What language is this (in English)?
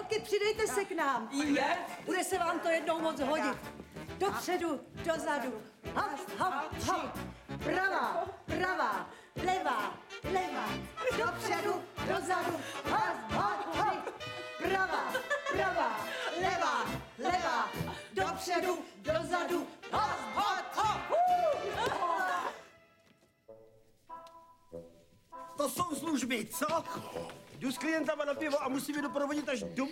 Czech